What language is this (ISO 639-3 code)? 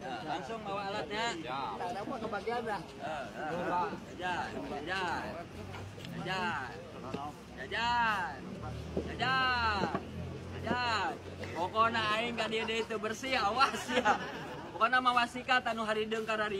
sun